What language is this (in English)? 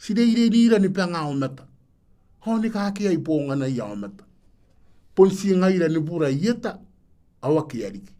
Gilbertese